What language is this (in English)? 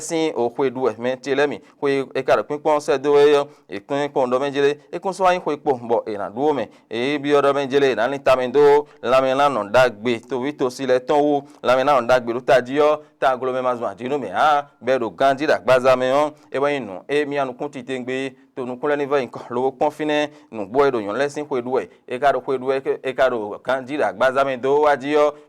Fon